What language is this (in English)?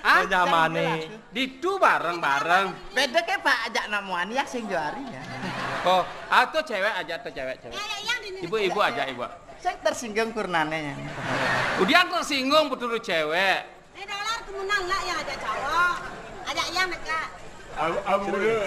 Balinese